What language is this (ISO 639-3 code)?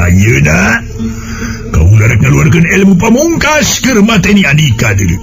sun